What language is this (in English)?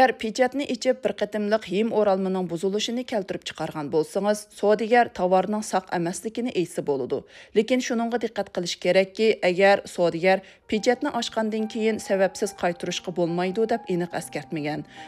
Uyghur